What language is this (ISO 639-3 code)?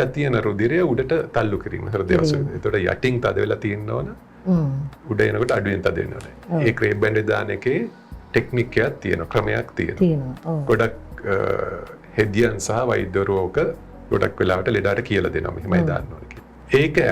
sin